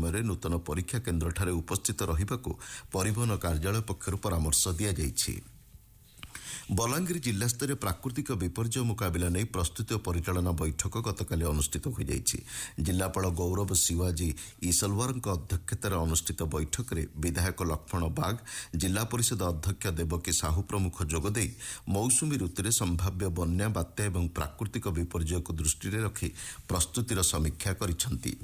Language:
Odia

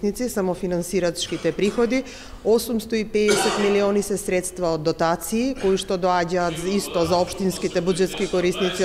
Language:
Macedonian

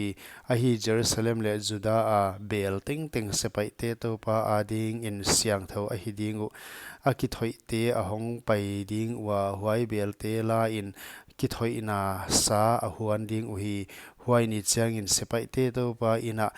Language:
Paite Chin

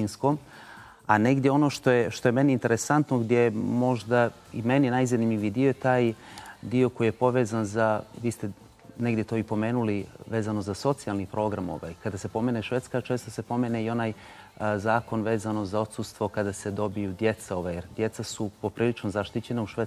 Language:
Bosnian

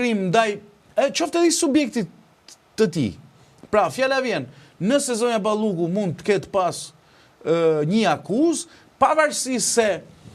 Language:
Albanian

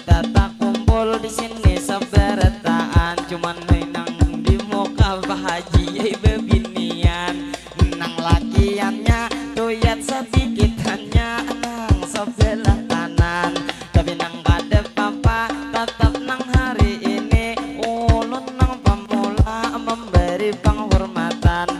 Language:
Banjar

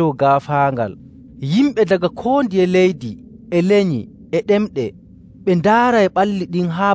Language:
Nigerian Fulfulde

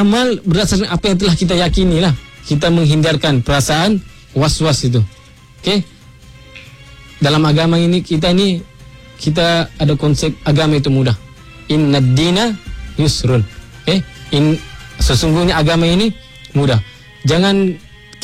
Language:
Malay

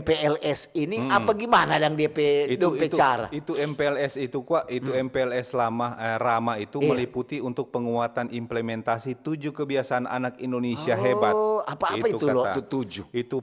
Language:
Manado Malay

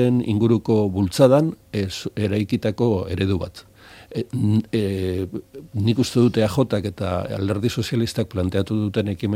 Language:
Basque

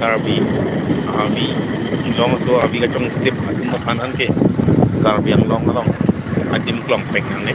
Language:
Karbi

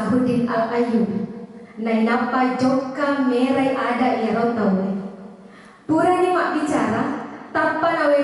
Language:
Buginese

